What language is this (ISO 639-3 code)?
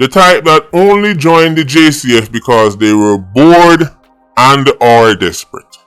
jam